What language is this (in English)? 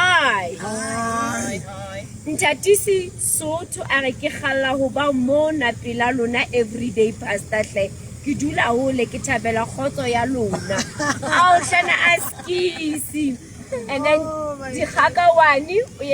Southern Sotho